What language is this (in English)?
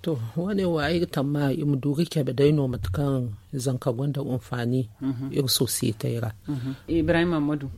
Zarma